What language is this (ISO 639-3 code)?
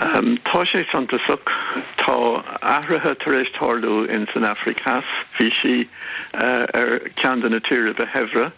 gle